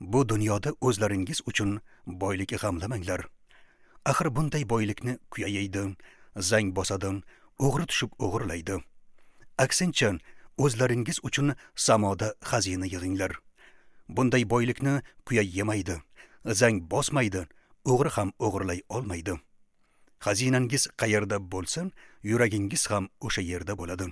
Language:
Uzbek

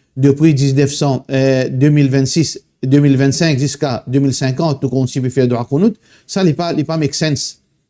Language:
Morisyen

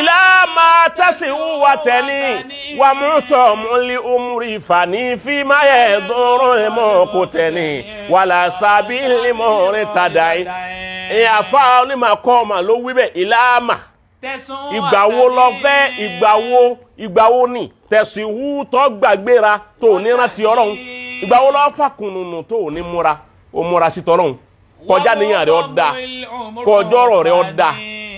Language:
Yoruba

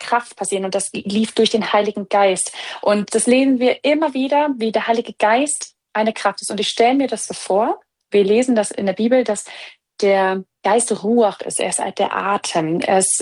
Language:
German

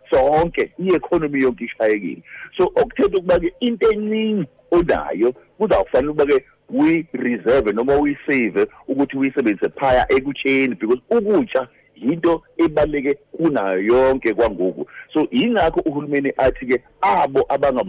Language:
Xhosa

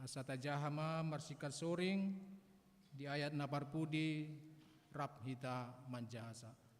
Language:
Batak Toba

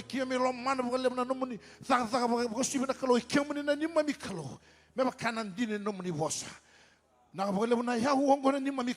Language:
Fijian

